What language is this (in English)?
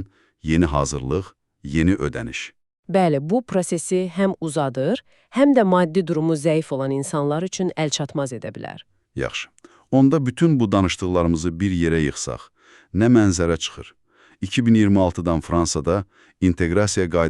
Azerbaijani